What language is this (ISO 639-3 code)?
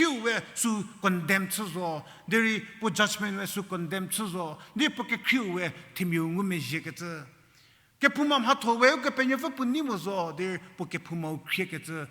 njm